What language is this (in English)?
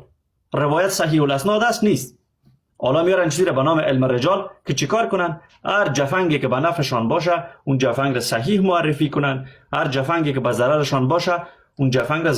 Persian